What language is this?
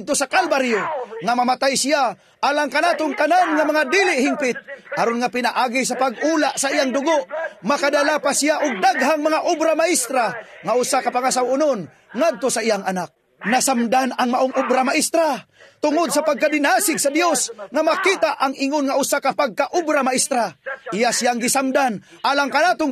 Cebuano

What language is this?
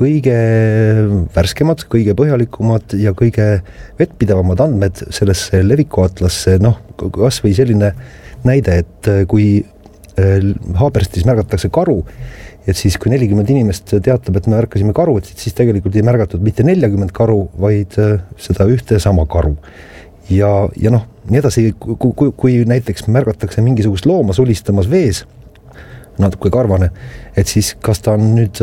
Estonian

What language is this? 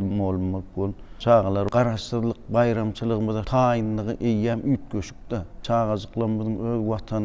Turkmen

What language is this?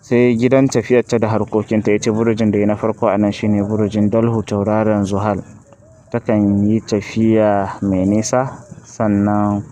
Hausa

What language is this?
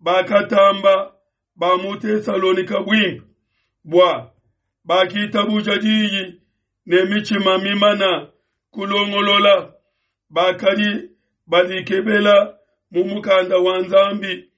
Luba-Lulua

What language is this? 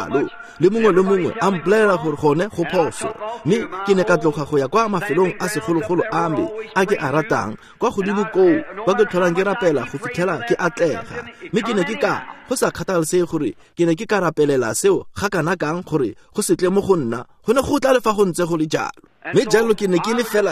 Tswana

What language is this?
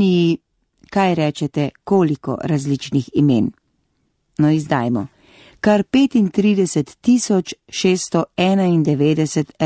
Slovenian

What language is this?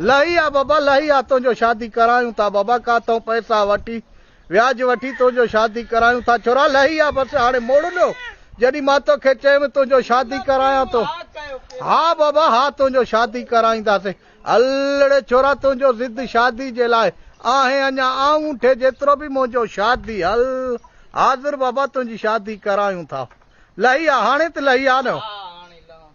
Sindhi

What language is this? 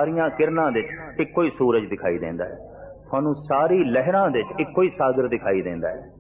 Punjabi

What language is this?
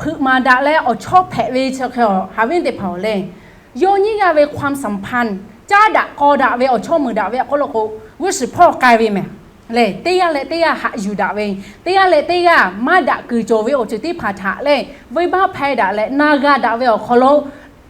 Lahu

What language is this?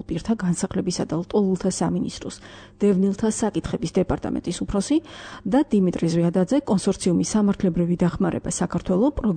Georgian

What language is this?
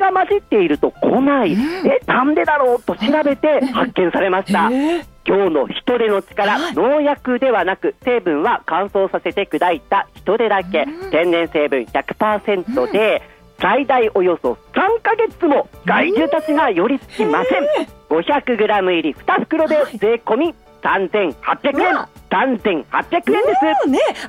Japanese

